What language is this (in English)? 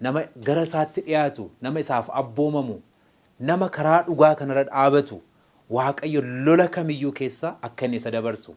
Oromo